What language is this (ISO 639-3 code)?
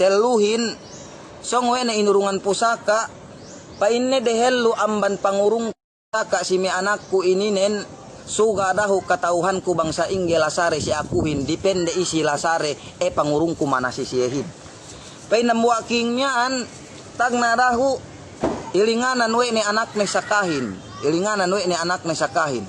yka